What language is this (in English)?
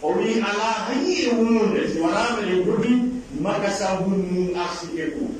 Pular